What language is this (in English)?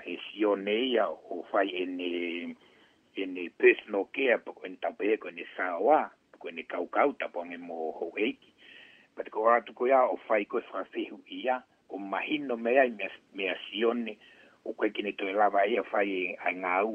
Tongan